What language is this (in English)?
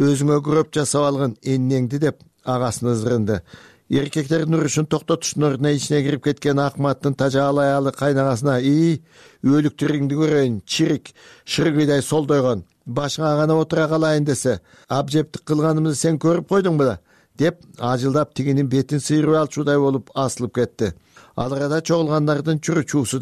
Kyrgyz